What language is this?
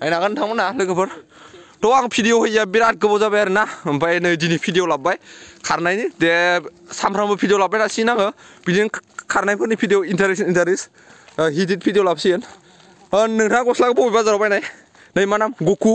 Bodo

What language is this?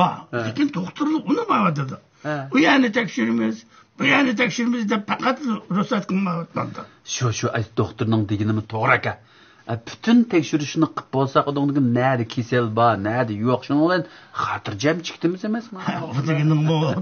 Uyghur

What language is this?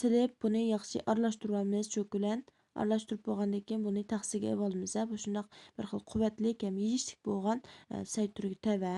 Uyghur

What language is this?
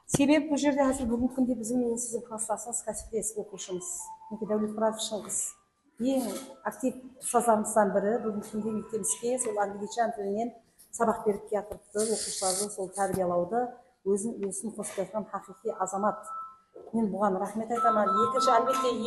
Kara-Kalpak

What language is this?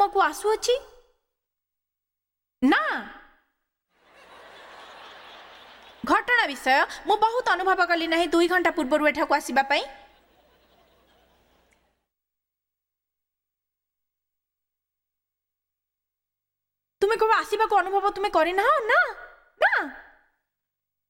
Odia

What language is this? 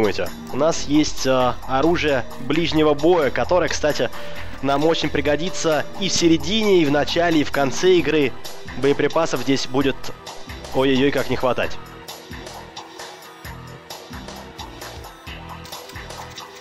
Russian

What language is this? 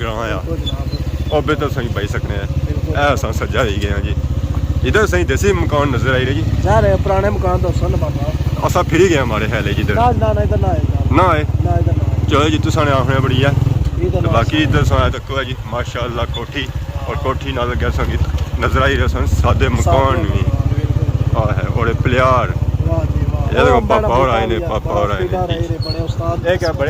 Pahari-Potwari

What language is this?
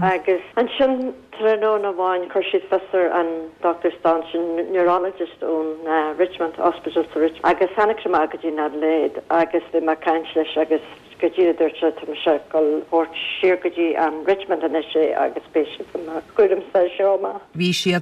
Irish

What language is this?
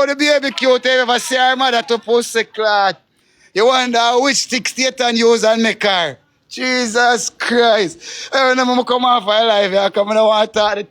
Jamaican Creole English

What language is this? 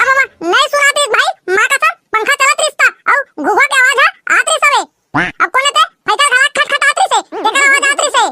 Chhattisgarhi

